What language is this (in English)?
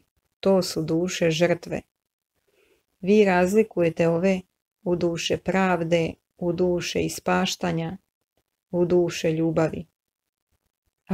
Croatian